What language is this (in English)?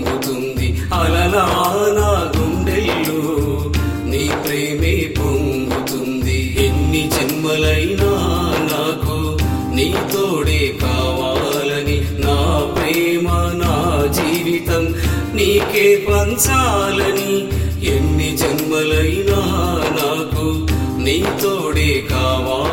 Telugu